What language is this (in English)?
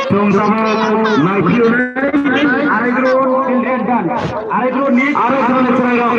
Kok Borok